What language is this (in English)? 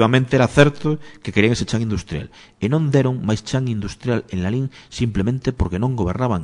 Galician